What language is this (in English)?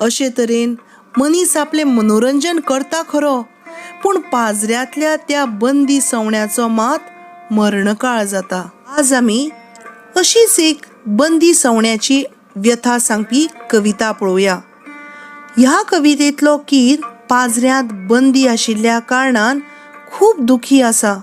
Konkani